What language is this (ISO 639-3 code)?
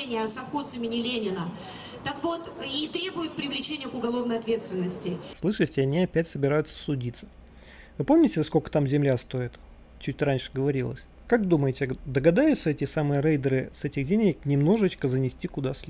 rus